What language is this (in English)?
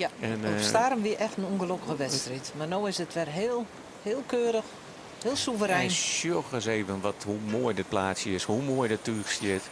Western Frisian